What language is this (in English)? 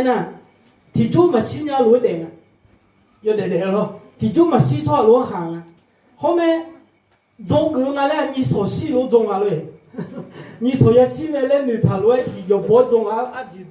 Akha